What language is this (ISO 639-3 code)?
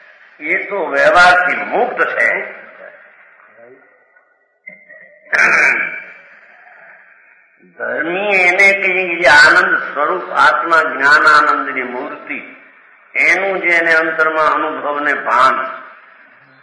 guj